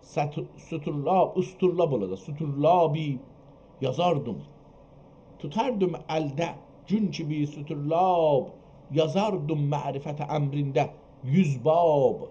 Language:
South Azerbaijani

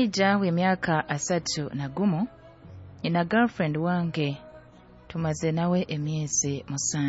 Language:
Nyoro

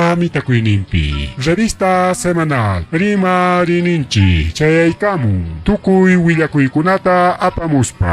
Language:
Ayacucho Quechua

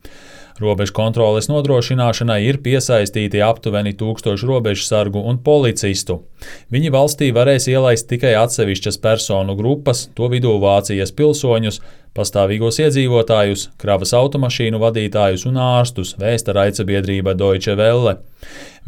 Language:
Latvian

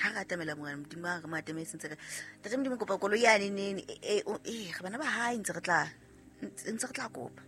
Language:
Southern Sotho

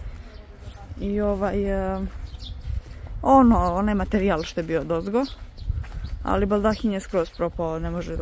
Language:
Croatian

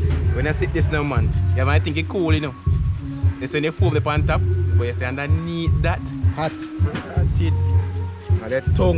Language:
Jamaican Creole English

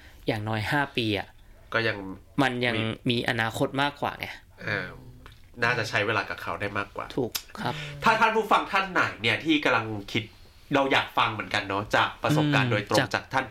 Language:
Thai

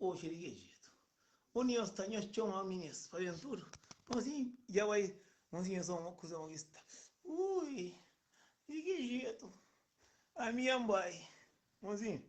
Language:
Kabuverdianu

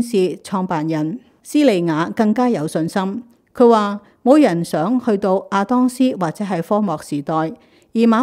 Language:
Cantonese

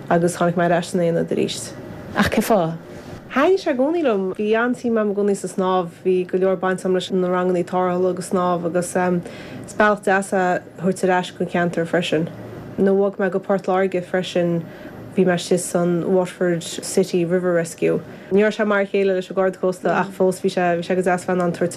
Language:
Irish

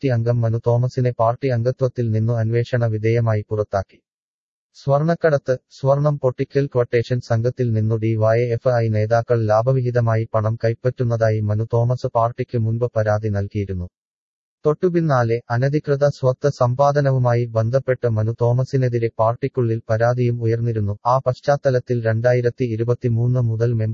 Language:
Malayalam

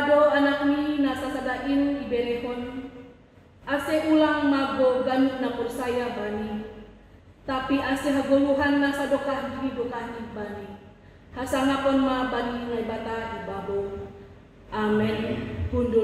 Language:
Batak Simalungun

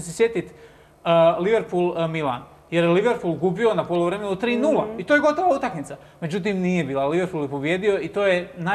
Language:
Croatian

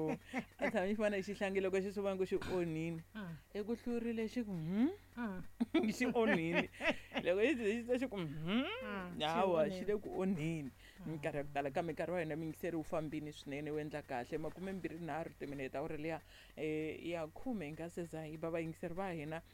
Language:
Tsonga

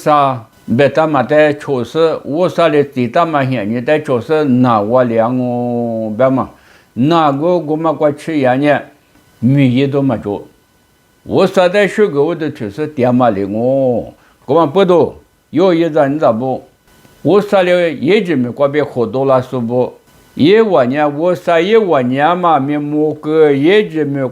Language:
Lisu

